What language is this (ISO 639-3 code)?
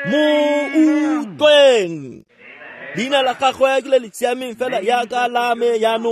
tsn